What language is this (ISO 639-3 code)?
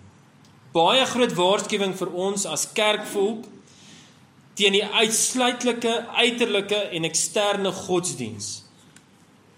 afr